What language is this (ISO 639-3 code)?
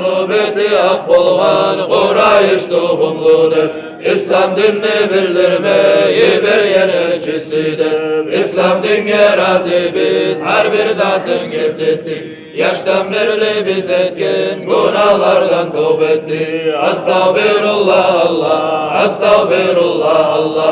kum